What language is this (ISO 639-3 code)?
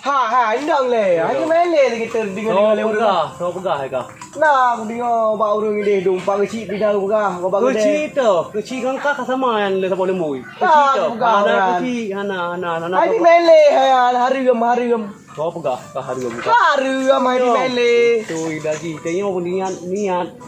ace